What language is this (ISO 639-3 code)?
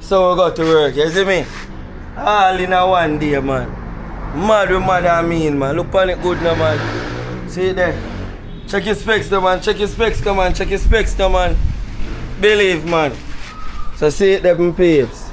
jam